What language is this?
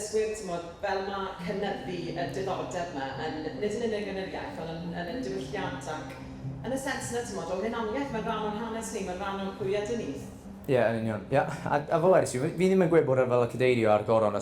Welsh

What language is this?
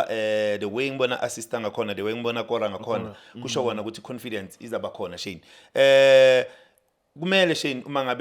Zulu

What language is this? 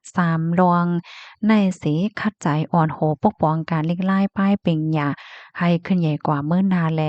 Shan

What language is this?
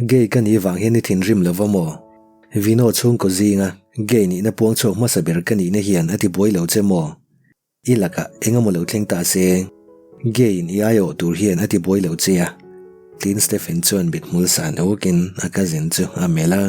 Mizo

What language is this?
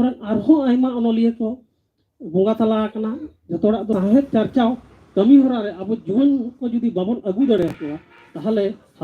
Santali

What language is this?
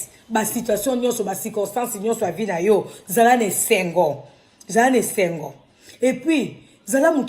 Lingala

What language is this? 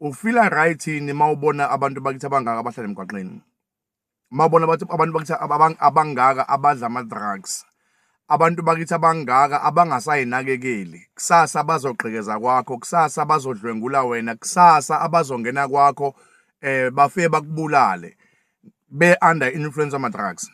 Zulu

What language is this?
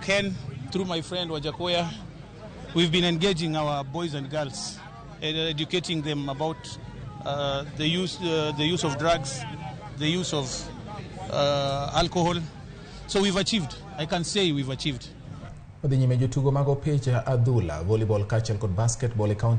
Luo (Kenya and Tanzania)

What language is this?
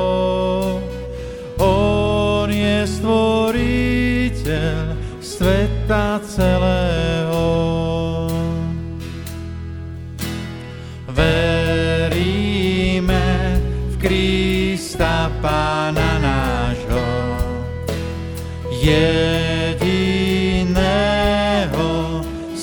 Slovak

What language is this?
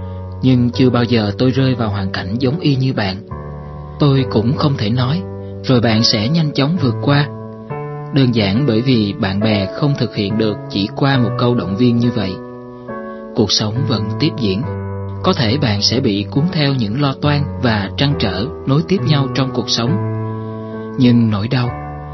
Vietnamese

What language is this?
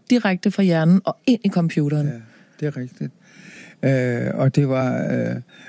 Danish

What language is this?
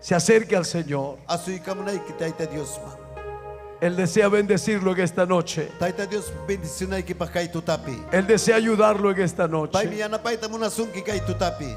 Ayacucho Quechua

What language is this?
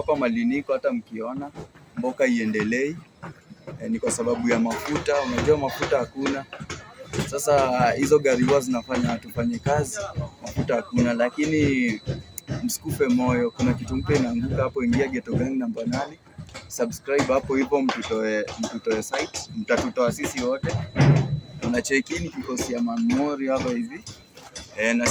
Swahili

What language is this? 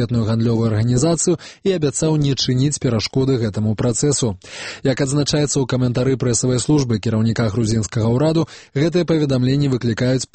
Belarusian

